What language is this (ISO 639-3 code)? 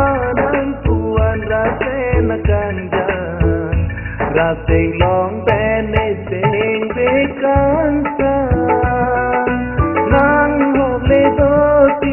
mjw